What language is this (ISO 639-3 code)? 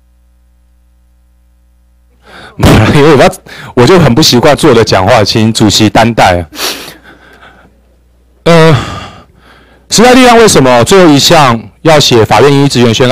zho